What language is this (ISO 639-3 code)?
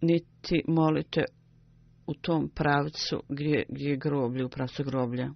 bos